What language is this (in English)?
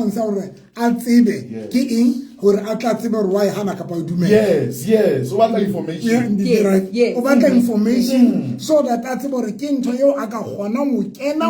Southern Sotho